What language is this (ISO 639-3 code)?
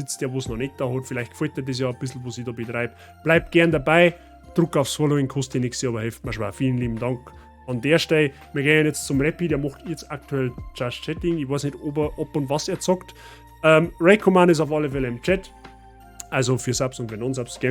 bar